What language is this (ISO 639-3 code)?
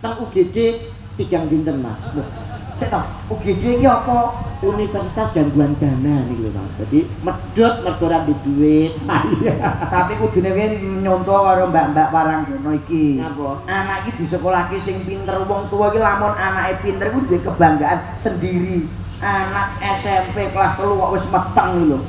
jav